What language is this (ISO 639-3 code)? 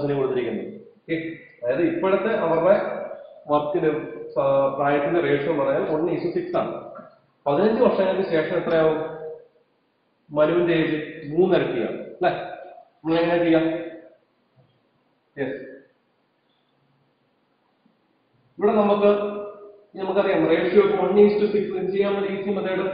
mal